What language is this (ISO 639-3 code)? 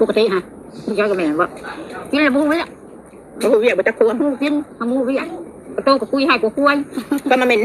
tts